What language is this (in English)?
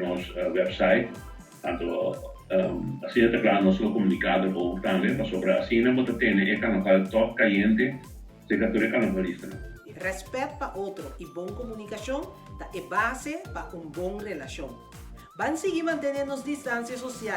Papiamento